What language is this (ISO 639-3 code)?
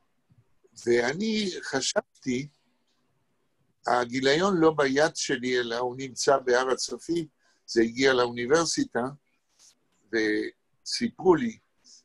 heb